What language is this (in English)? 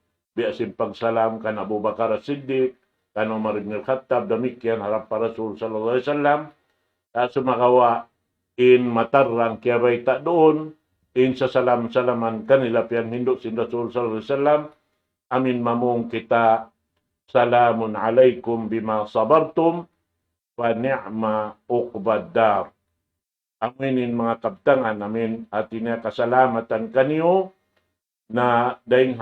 Tausug